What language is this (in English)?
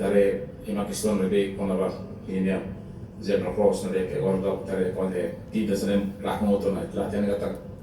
Tetum